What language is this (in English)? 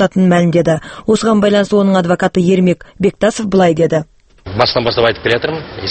Kazakh